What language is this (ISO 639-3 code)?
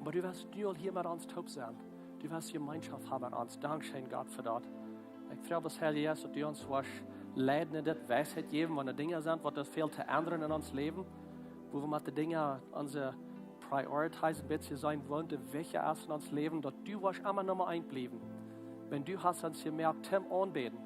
pdt